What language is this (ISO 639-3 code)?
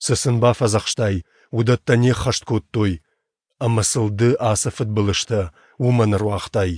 oss